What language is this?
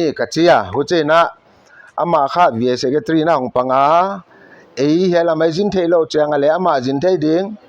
Paite Chin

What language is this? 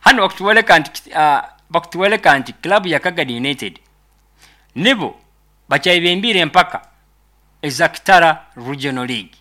Nyoro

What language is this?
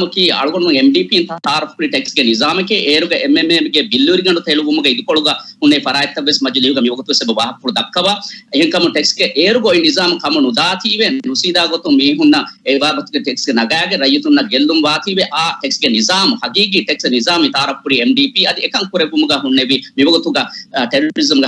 Divehi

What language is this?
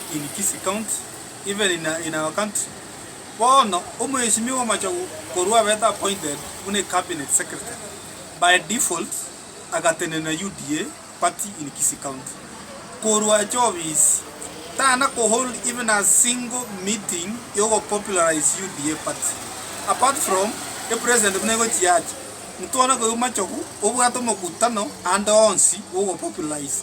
Gusii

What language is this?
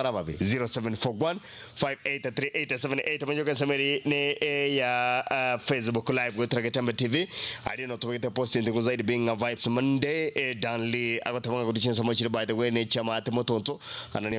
Gusii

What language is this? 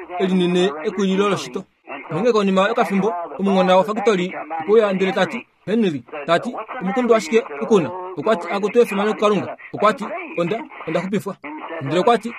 Kuanyama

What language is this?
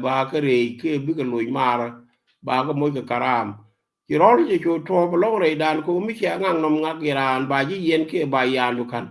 Nuer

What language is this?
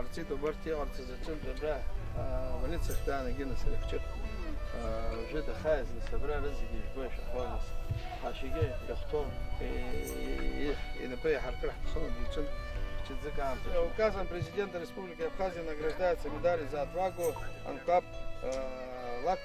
Abkhazian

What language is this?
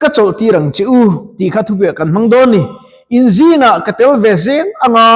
Mizo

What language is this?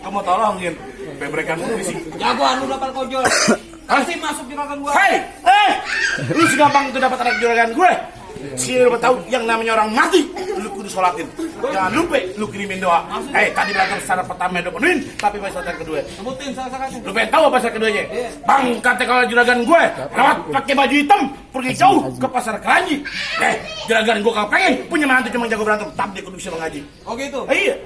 Betawi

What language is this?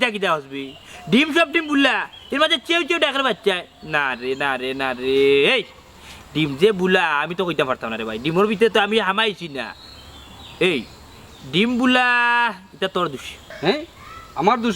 Sylheti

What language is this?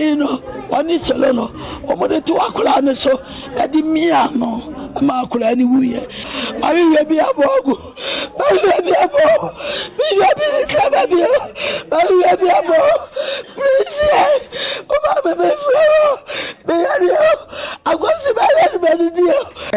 Akan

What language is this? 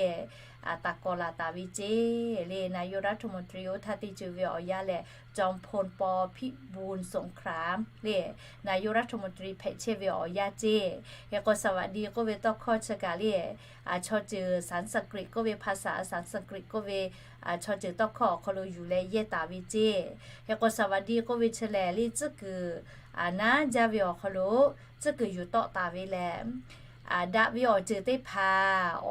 Lahu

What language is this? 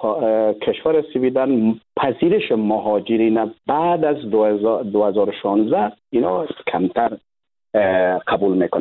Persian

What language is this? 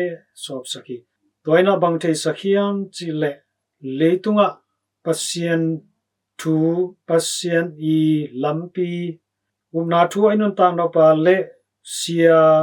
Tedim Chin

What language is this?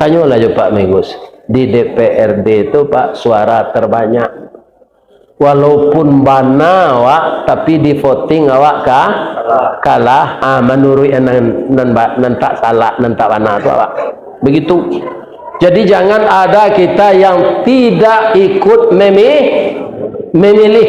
Minangkabau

